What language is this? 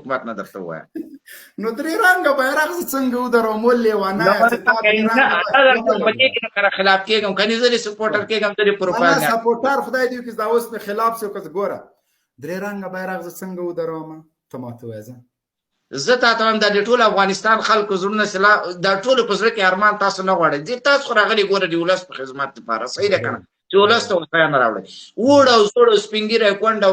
Pashto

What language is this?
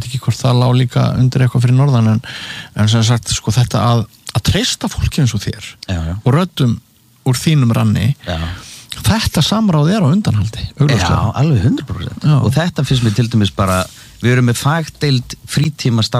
Icelandic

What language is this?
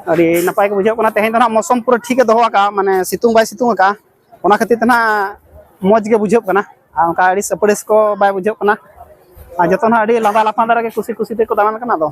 Santali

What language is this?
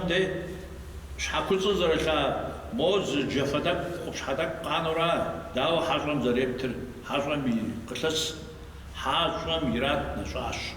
Kabardian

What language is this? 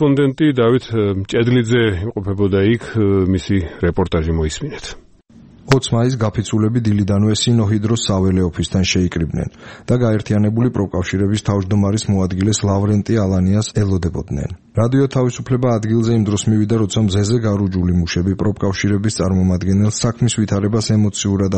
Georgian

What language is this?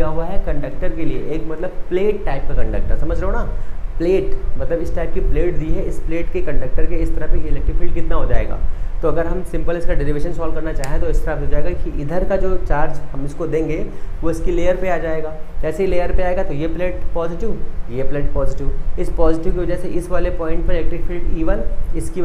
Hindi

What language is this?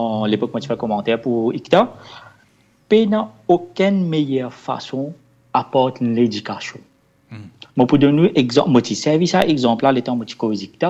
Morisyen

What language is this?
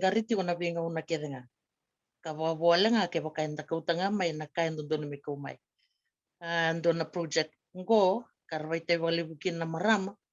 Fijian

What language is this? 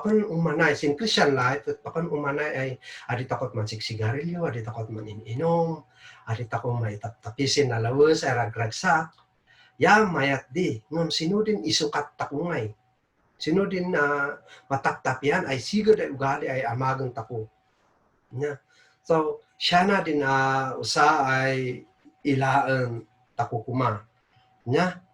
Kankanaey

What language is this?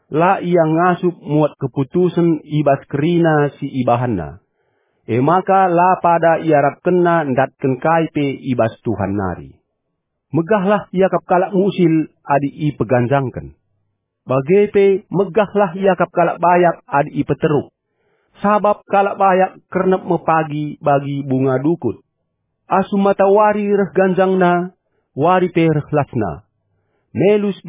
Batak Karo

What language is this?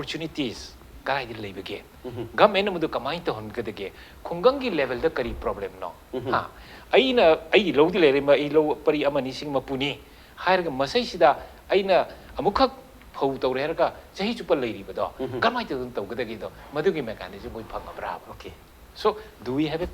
Manipuri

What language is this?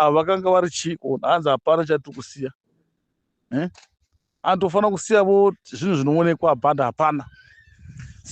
Shona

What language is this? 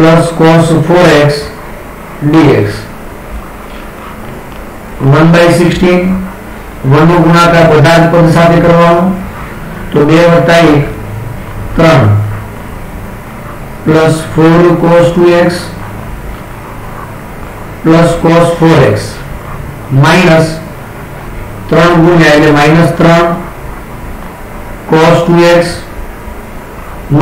Gujarati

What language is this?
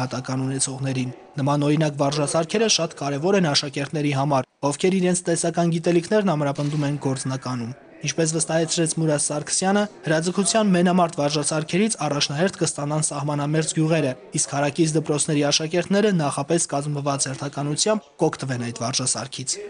Armenian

